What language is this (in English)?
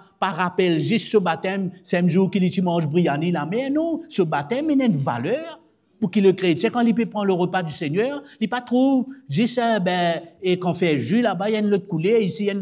Morisyen